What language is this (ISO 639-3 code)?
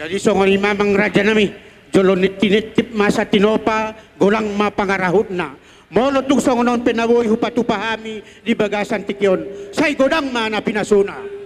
bbc